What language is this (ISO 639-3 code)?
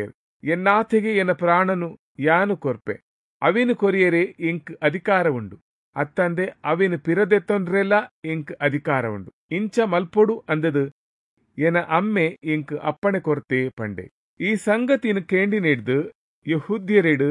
tcy